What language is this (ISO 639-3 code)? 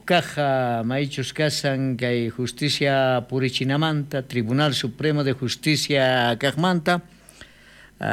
quh